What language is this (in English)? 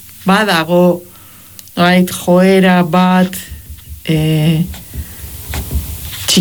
Basque